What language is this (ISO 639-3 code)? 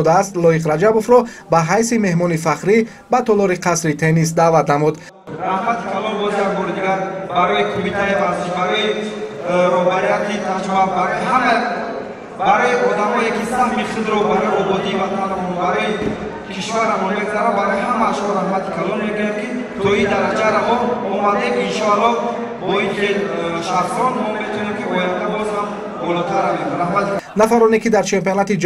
tgk